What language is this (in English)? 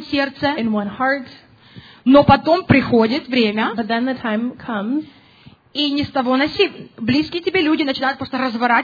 Russian